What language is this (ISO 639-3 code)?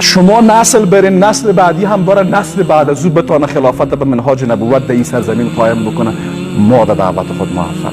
fas